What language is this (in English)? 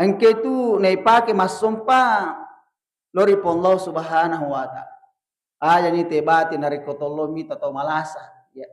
Buginese